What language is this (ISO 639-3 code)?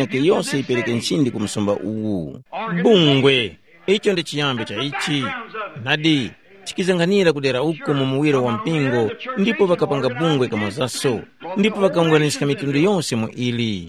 tum